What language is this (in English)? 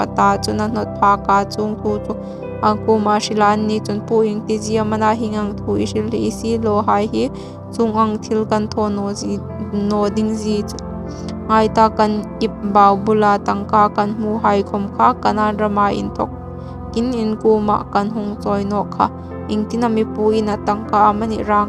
Hmar